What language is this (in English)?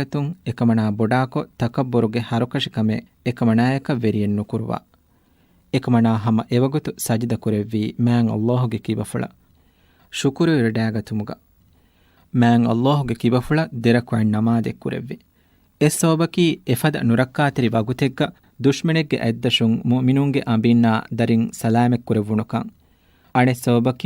Divehi